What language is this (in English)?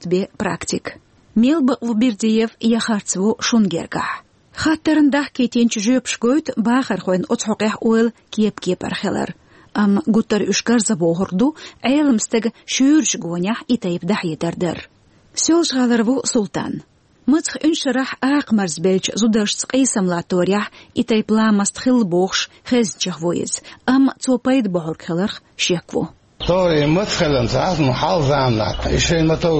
Chechen